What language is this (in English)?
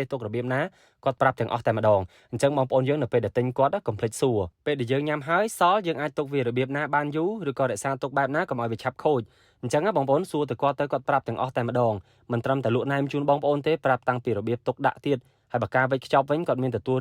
Khmer